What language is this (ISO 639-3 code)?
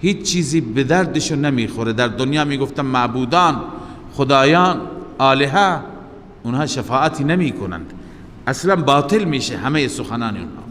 fas